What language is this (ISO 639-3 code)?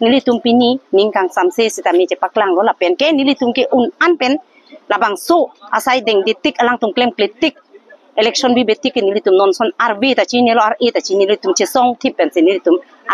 mjw